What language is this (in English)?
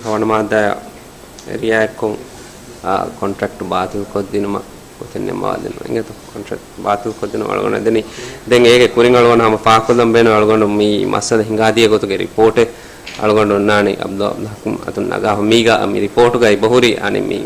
Divehi